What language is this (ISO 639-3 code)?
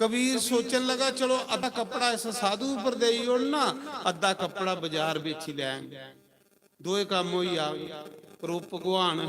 doi